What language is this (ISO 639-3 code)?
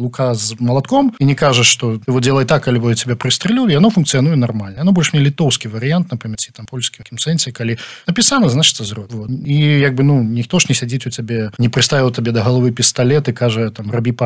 bel